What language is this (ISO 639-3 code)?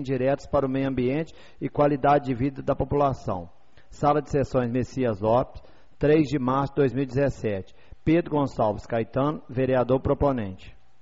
por